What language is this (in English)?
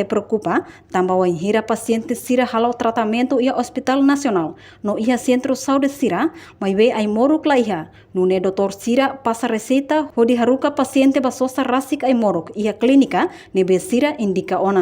Tetum